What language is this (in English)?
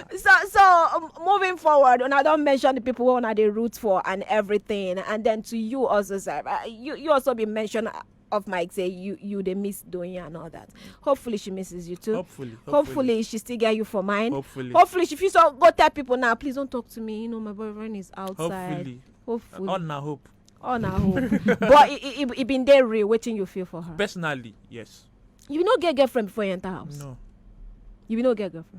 Nigerian Pidgin